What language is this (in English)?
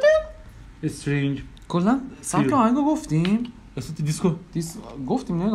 Persian